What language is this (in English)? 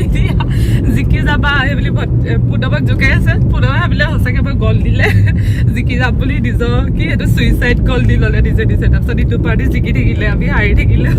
Assamese